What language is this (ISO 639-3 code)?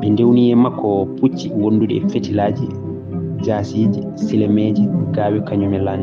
ful